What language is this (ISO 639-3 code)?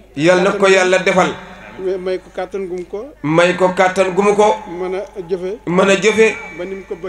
wol